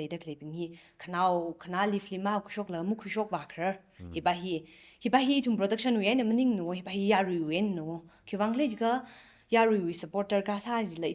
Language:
Tangkhul Naga (India)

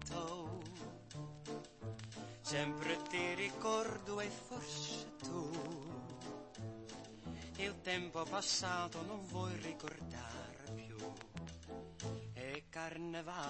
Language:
Italian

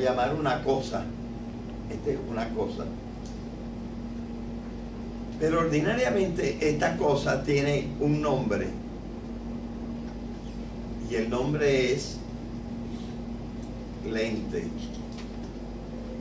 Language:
Spanish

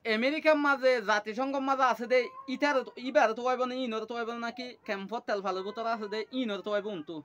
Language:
Rohingya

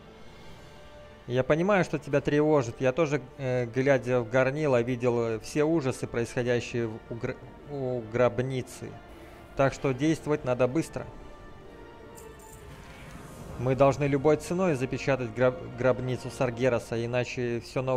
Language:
Russian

